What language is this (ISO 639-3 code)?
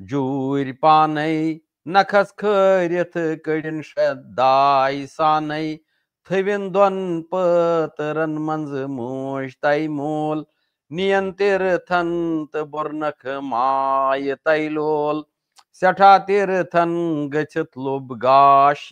kas